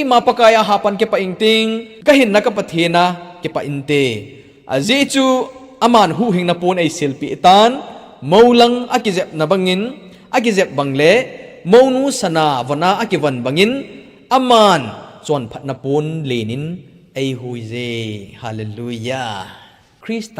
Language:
Thado Chin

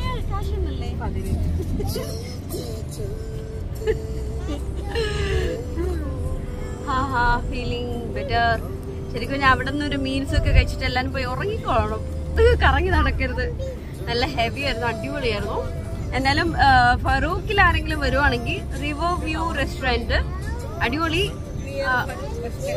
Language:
Malayalam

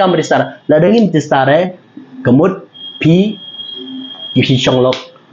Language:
Khasi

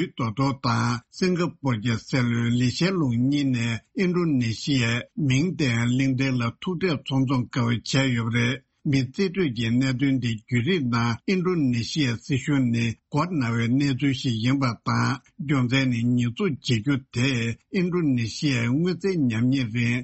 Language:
Tibetan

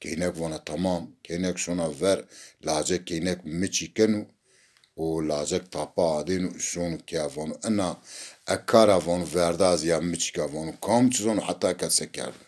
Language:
Zaza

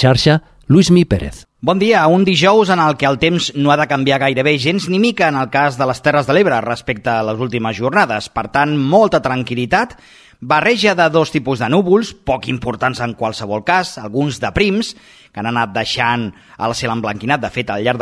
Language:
Catalan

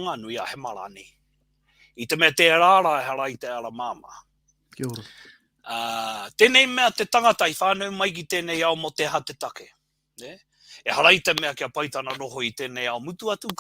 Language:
Māori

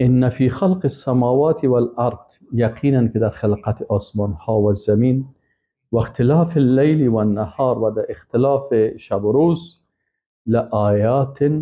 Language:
Persian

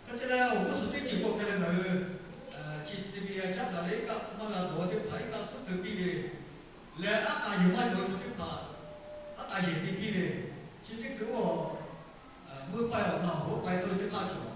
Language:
Lahu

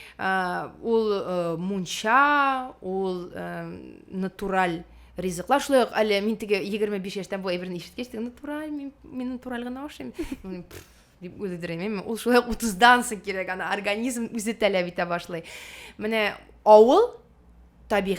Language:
Tatar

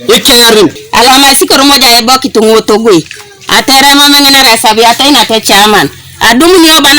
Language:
Teso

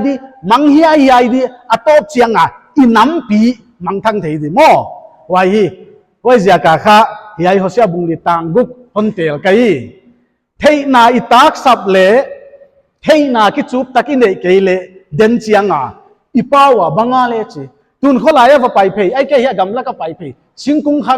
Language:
Paite Chin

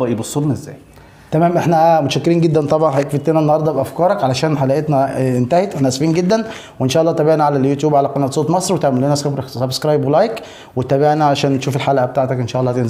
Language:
Egyptian Arabic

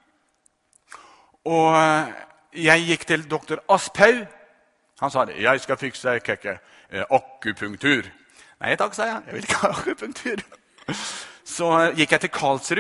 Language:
Norwegian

